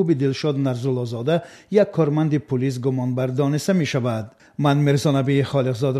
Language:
Tajik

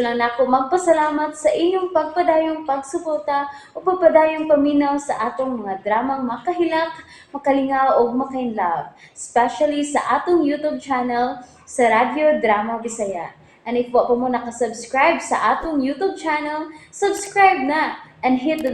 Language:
Cebuano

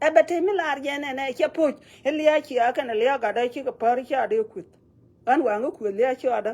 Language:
Nuer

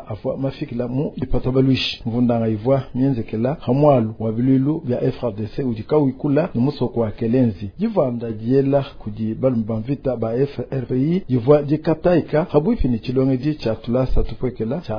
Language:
Luba-Lulua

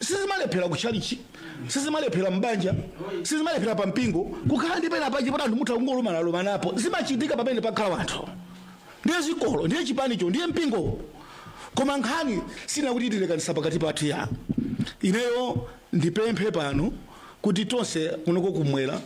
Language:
Nyanja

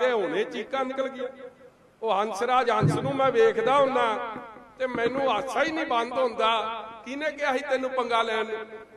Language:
Punjabi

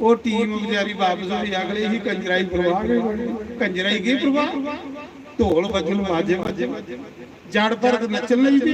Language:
Dogri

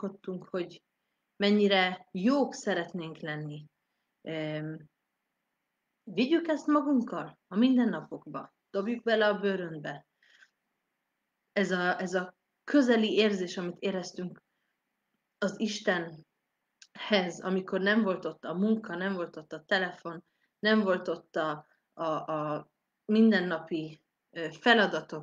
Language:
Hungarian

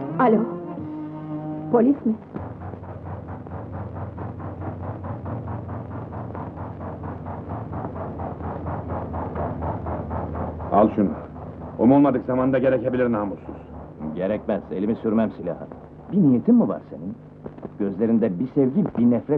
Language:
Turkish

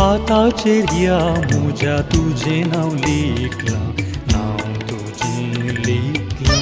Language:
Konkani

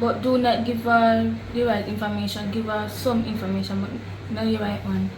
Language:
Jamaican Creole English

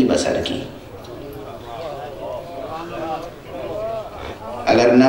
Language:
Urdu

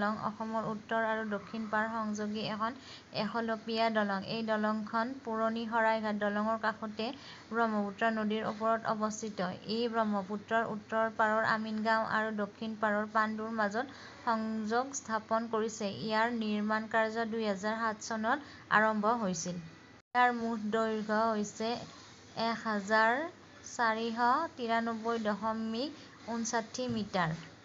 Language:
Assamese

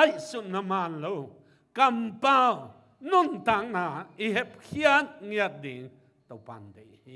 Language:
Tedim Chin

